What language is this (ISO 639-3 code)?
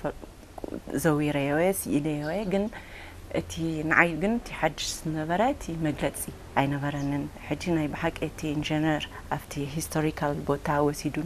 tir